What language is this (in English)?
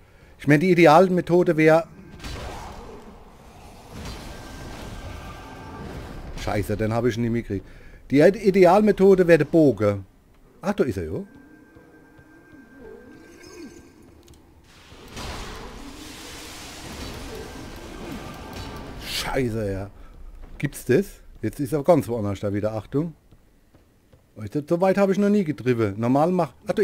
German